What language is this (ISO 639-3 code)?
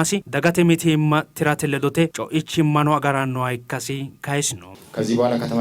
sid